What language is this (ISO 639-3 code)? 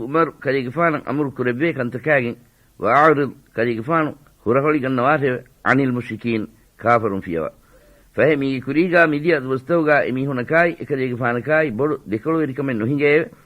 div